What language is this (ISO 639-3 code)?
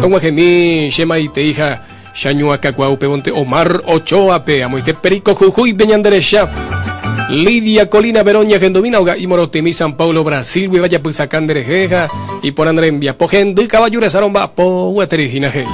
grn